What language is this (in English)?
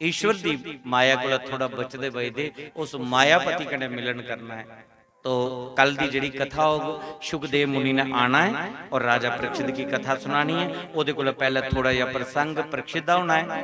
Dogri